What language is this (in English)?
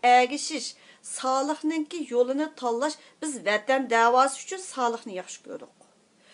Uyghur